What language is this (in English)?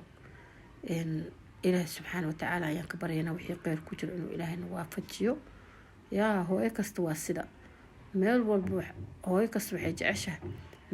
Somali